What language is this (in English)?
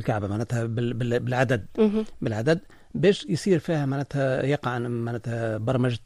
Tunisian Arabic